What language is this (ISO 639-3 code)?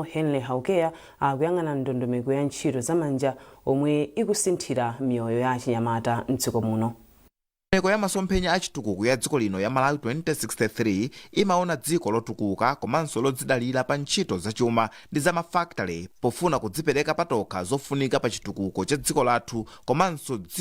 nya